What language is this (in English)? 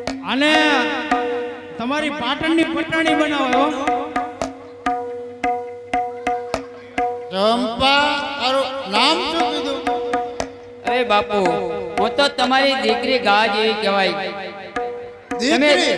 Gujarati